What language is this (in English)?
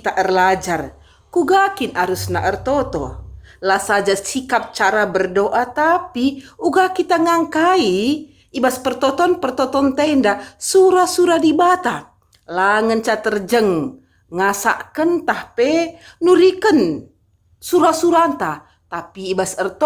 Batak Karo